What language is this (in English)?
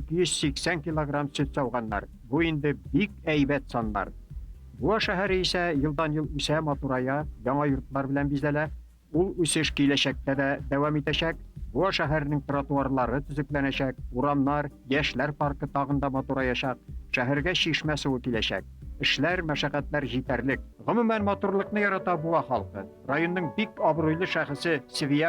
Tatar